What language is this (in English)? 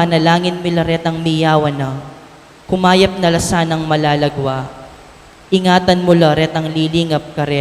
Pampanga